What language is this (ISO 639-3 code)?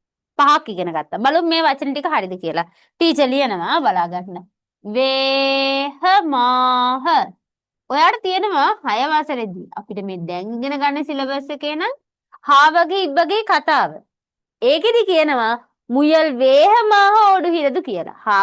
sin